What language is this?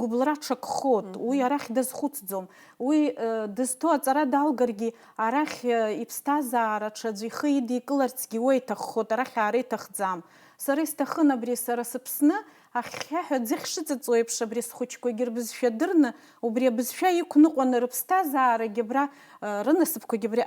Abkhazian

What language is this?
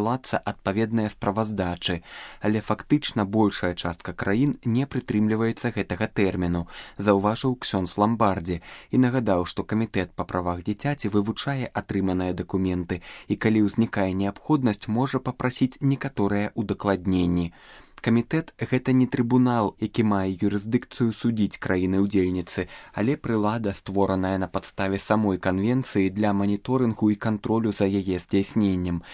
Belarusian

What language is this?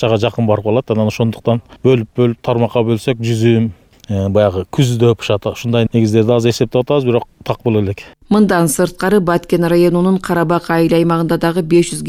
Kyrgyz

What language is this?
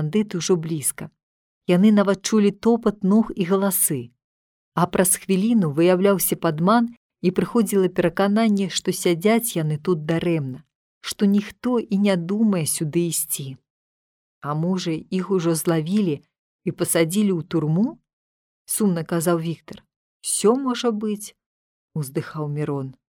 Belarusian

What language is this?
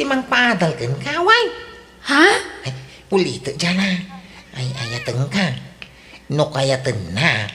Iloko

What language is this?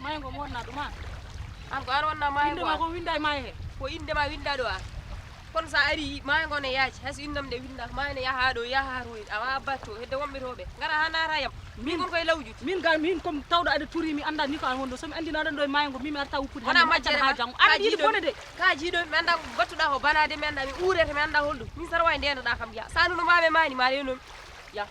Fula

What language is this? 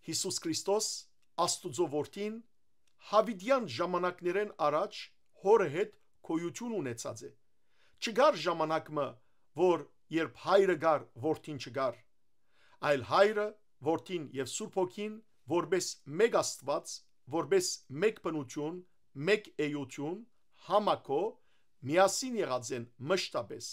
Western Armenian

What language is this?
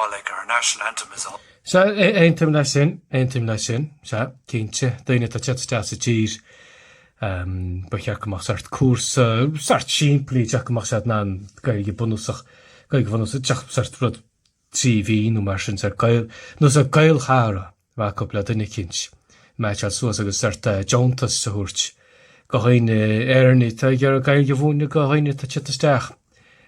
Irish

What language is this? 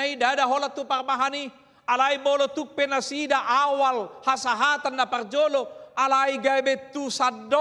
Batak Toba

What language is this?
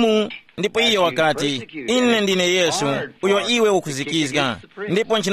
Tumbuka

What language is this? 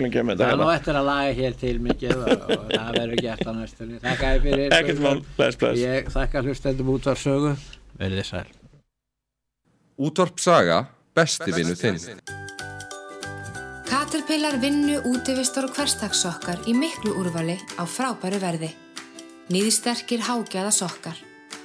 Icelandic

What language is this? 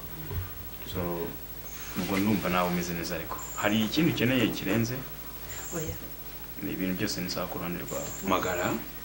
Kinyarwanda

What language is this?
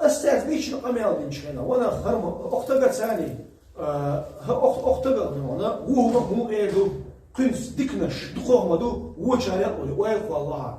Chechen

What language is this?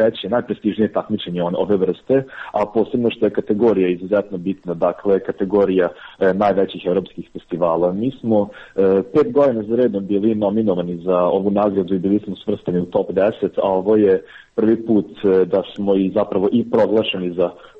Serbian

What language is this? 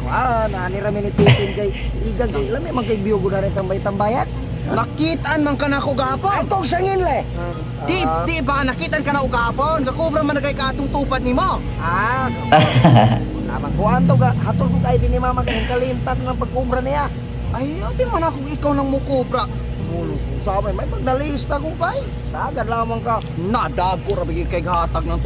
Cebuano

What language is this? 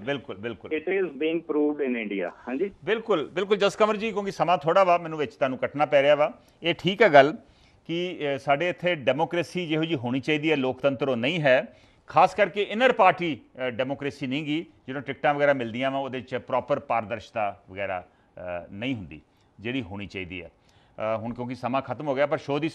Punjabi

